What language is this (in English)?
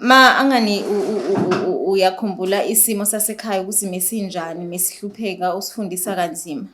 Zulu